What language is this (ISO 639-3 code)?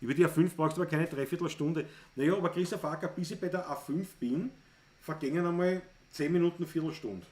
bar